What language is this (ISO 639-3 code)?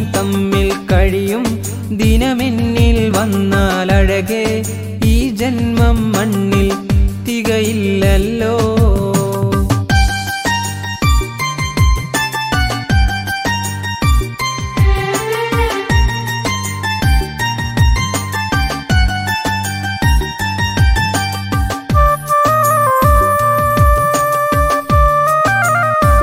mal